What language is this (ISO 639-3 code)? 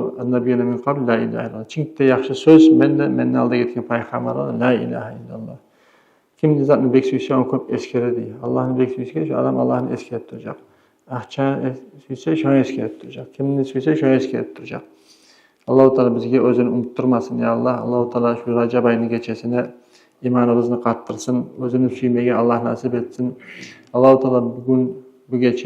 kum